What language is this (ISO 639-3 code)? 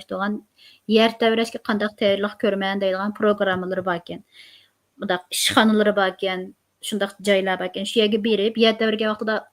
uig